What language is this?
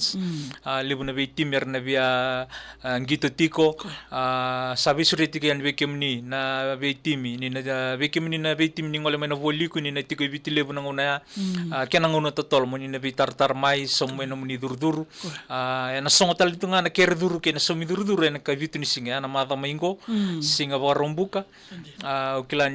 Fijian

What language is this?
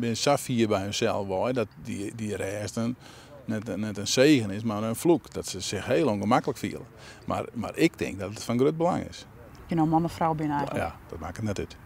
Western Frisian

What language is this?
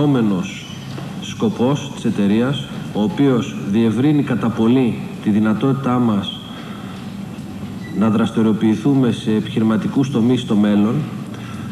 Greek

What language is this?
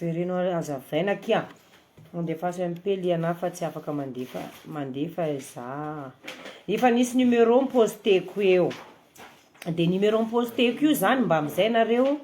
Malagasy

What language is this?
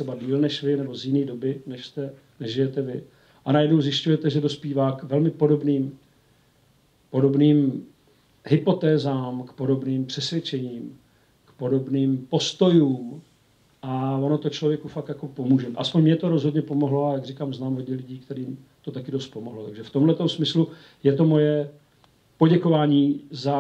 Czech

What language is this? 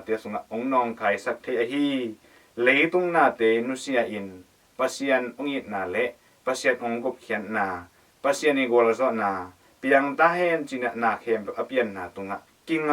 Tedim Chin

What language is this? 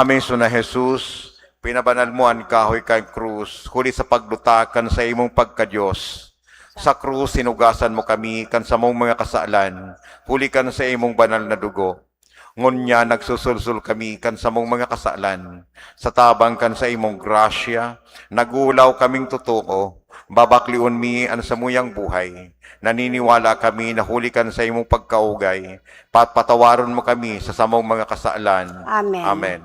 Bikol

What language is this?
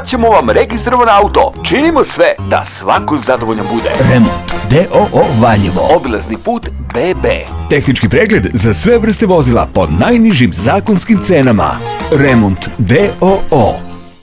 Serbian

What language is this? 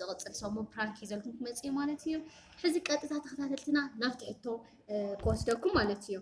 Tigrinya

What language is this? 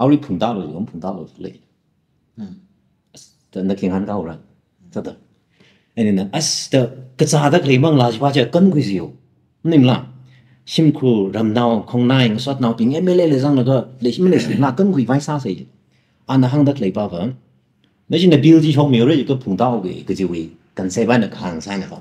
Tangkhul Naga (India)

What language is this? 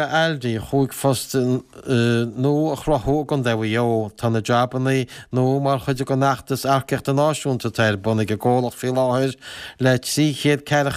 Irish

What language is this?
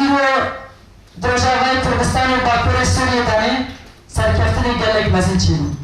Kurdish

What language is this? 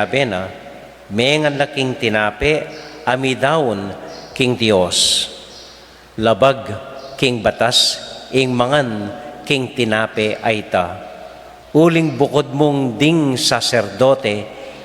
Pampanga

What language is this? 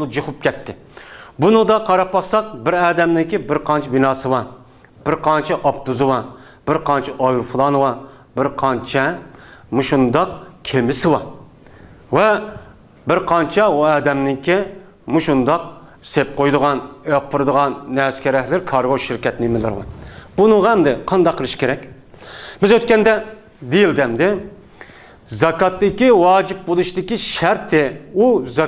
Uyghur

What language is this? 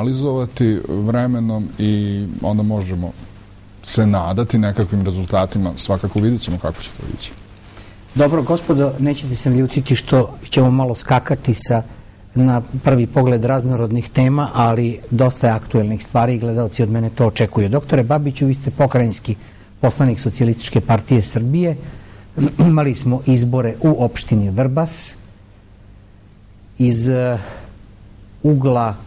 Serbian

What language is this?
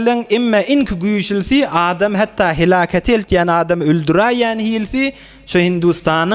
Turkmen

